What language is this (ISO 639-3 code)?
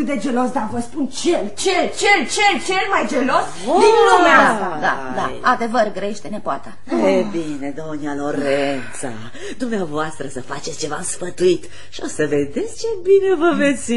ron